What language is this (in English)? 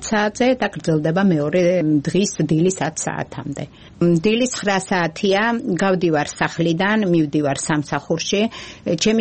Georgian